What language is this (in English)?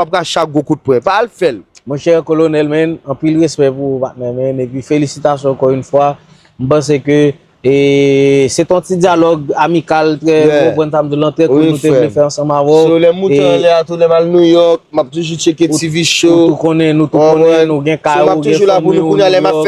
Haitian Creole